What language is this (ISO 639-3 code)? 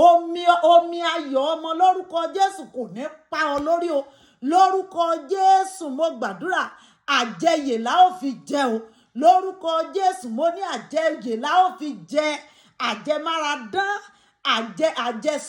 yor